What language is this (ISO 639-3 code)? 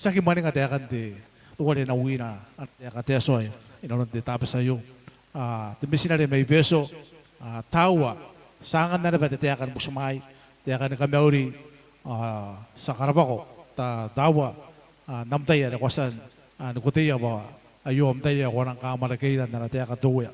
gil